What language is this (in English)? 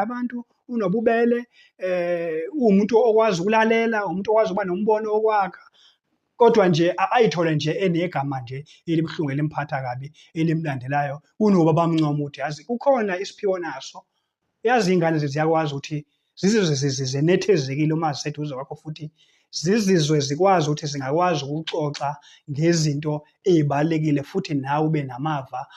Zulu